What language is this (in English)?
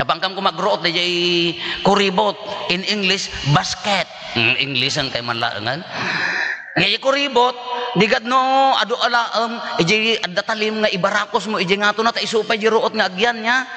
Iloko